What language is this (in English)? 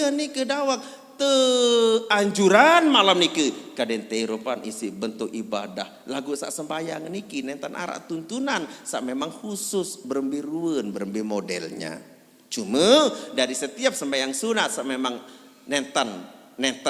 Sasak